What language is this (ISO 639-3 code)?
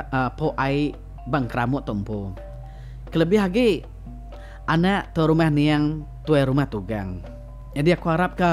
iba